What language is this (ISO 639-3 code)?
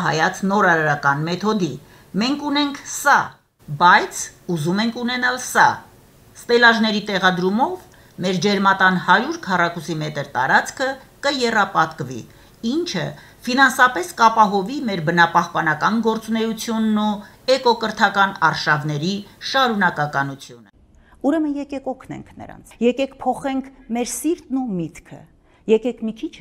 hye